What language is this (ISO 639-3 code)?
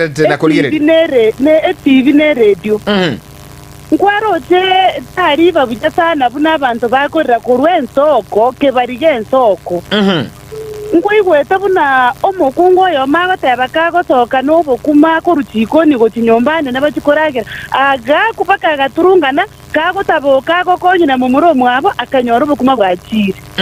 guz